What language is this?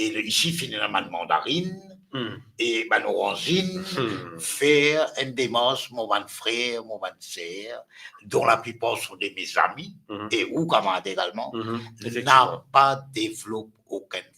Morisyen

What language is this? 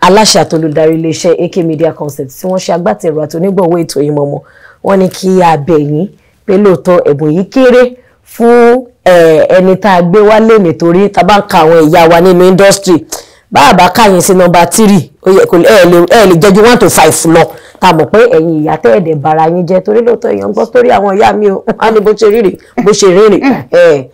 Yoruba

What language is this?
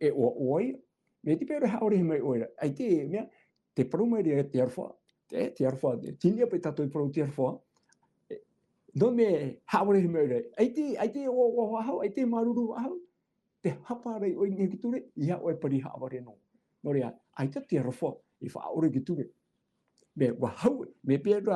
Tahitian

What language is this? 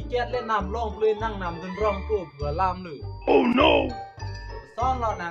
Karbi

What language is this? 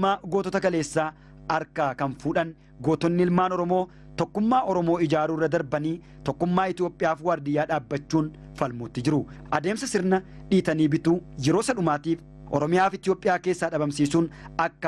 Oromo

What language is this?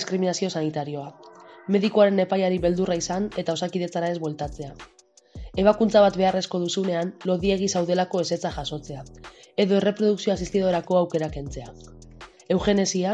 Basque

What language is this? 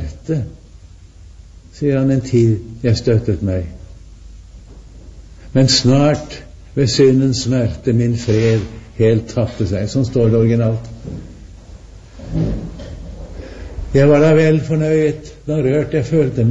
Norwegian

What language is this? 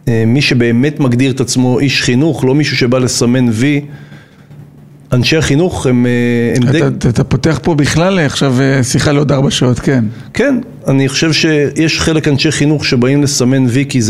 Hebrew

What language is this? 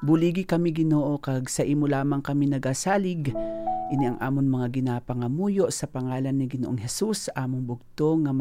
Hiligaynon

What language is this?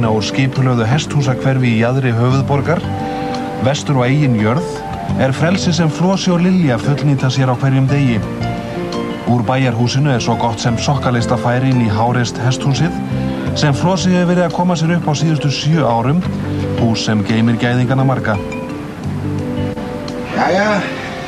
Icelandic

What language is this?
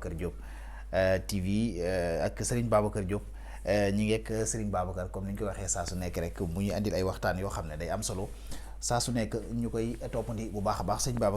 Wolof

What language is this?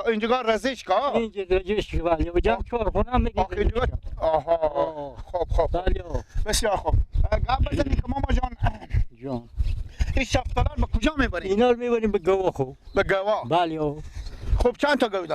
Persian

